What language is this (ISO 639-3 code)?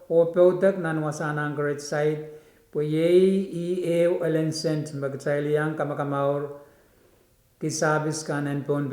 pon